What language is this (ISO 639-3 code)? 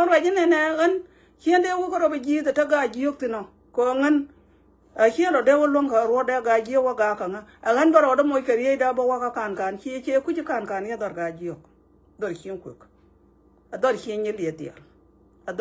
nus